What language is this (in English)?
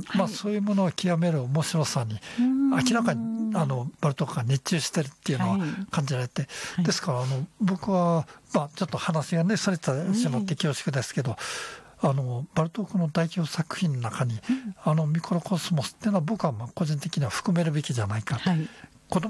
Japanese